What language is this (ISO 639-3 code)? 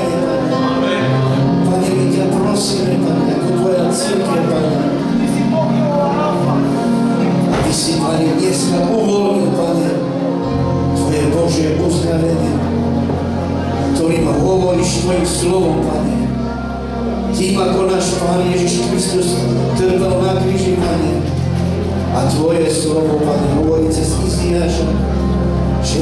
slk